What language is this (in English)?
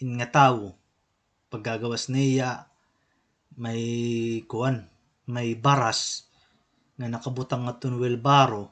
Waray